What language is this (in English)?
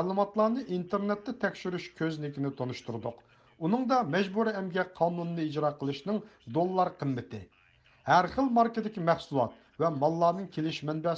Uyghur